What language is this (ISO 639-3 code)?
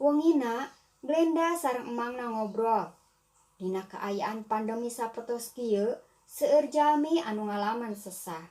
sun